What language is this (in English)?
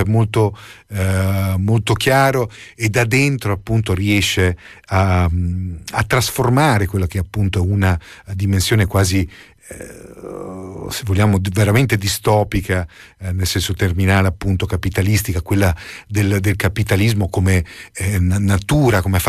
Italian